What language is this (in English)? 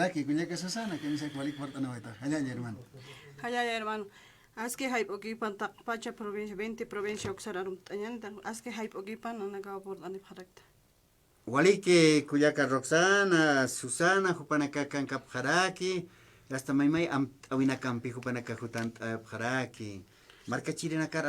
Aymara